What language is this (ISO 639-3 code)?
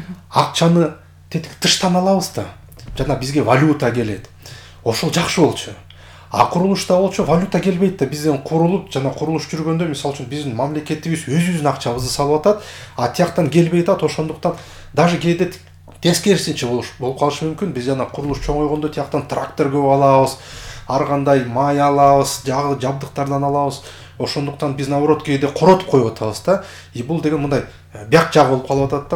kir